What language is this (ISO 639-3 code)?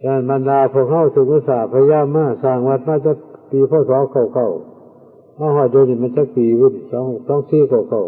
tts